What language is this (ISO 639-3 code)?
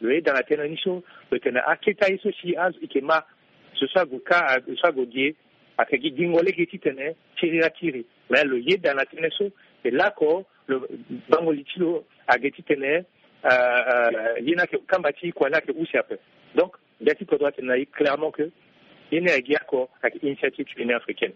sag